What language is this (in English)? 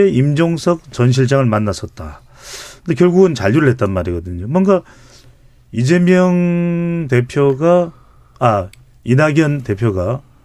Korean